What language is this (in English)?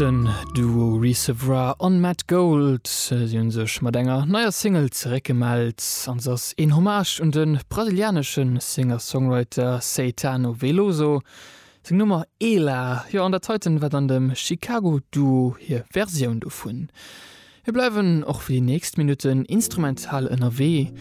Luxembourgish